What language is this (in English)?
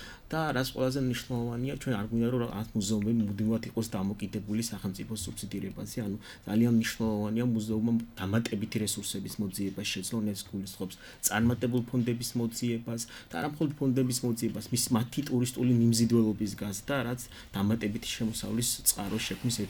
Georgian